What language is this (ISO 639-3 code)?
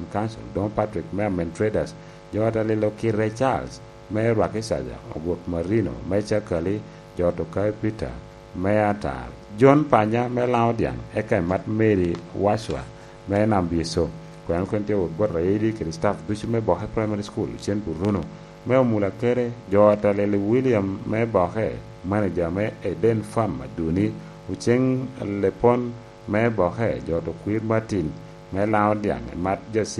laj